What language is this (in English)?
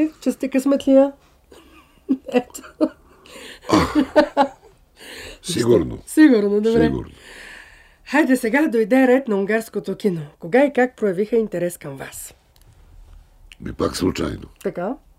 Bulgarian